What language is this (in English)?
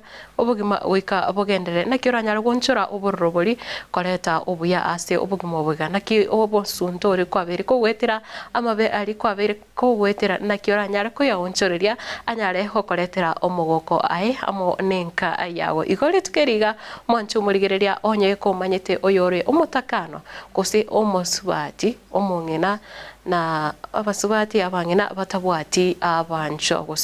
Gusii